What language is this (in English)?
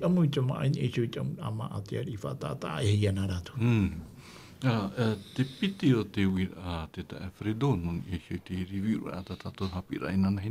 Tahitian